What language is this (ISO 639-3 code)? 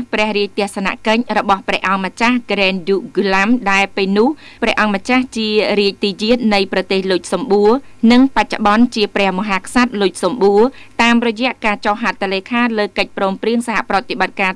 khm